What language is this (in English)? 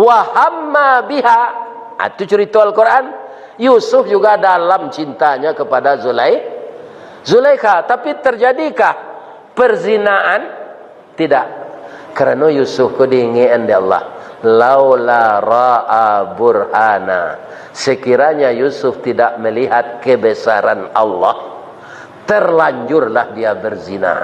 Minangkabau